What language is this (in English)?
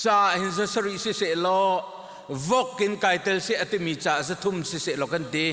Hakha Chin